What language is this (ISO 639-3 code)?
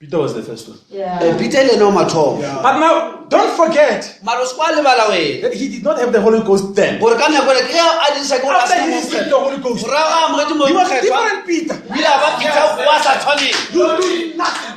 nso